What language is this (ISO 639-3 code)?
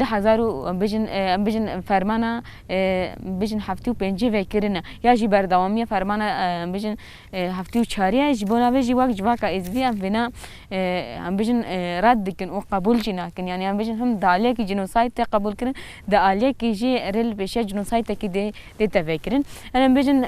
kur